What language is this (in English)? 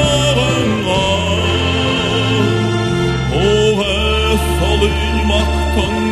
Buriat